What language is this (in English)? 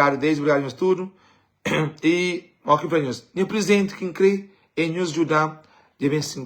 Kabuverdianu